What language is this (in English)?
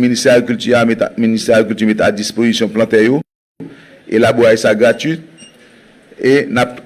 Haitian Creole